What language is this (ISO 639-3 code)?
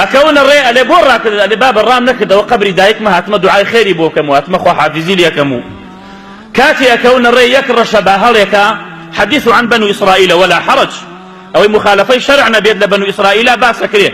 ckb